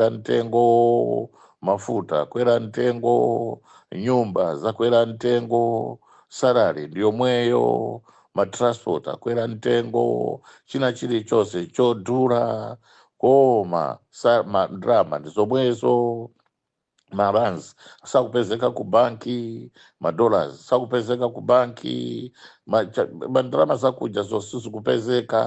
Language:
Nyanja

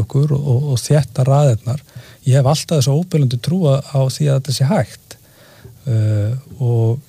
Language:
Icelandic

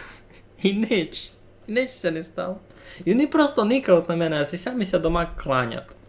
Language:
Rusyn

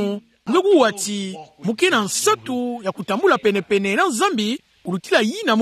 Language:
Kituba (Democratic Republic of Congo)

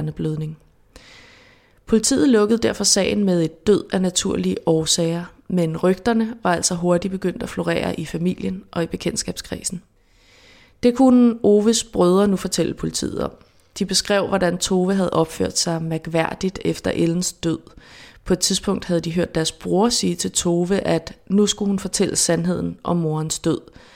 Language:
Danish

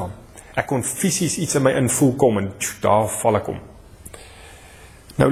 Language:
Afrikaans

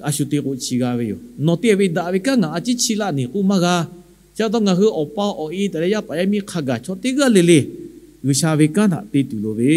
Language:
Lahu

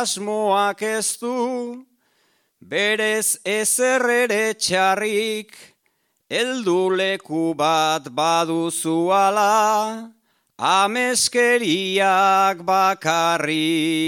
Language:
Basque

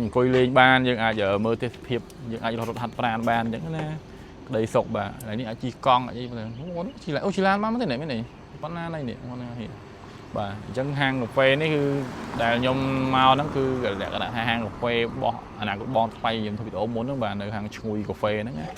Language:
Khmer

